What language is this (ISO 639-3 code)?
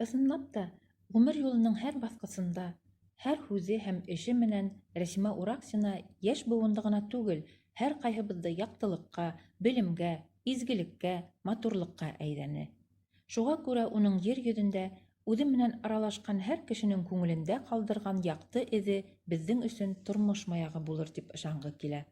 bak